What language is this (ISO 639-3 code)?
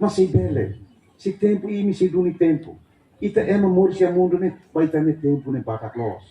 tet